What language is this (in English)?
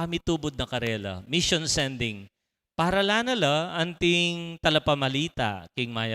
Pampanga